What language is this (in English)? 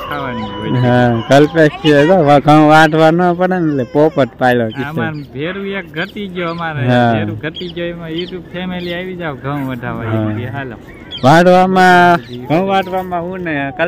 Gujarati